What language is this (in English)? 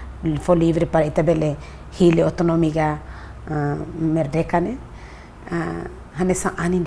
Tetum